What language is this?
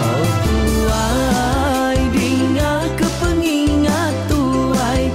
Iban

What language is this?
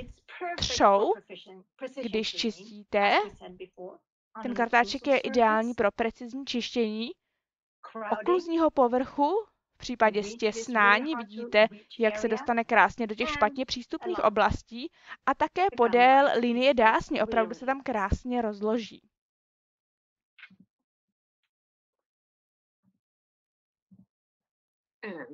Czech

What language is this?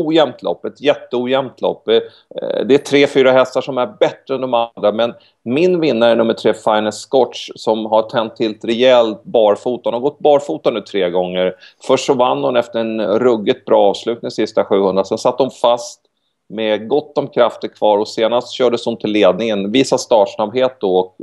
Swedish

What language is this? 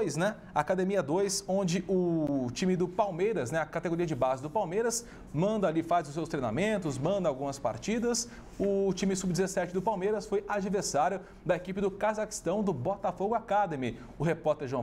Portuguese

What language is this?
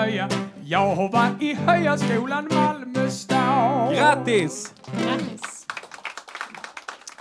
Swedish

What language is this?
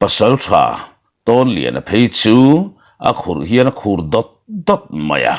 Mizo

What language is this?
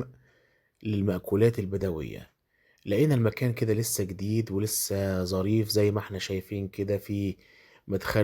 Egyptian Arabic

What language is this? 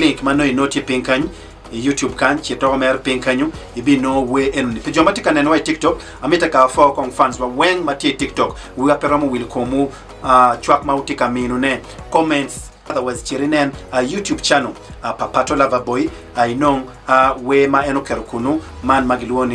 Acoli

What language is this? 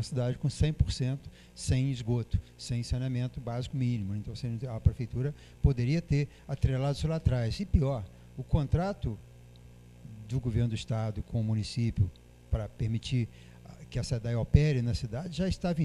Portuguese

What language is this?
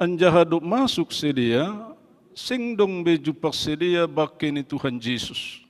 Batak Simalungun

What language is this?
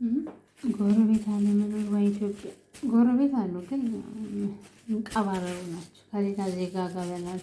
Amharic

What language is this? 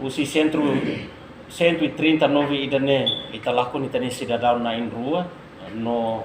Tetum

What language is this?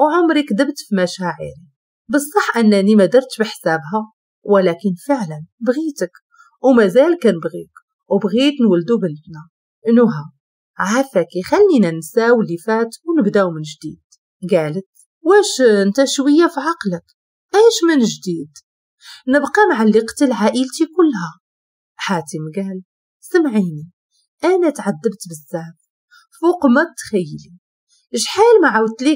Moroccan Arabic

